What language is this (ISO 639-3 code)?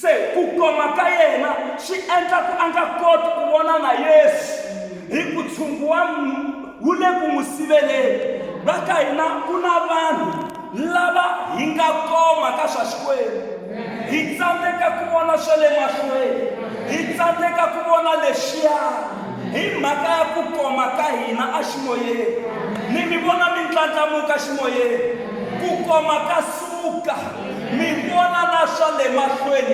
tso